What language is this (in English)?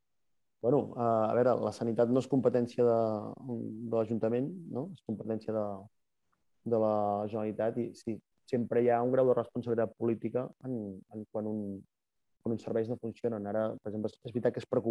Catalan